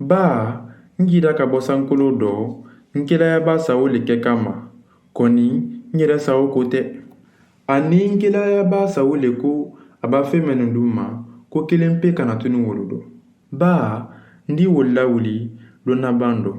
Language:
Mandingo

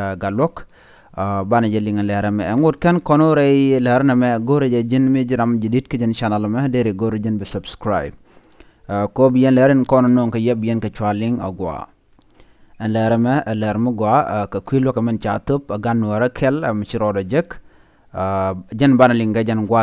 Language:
Nuer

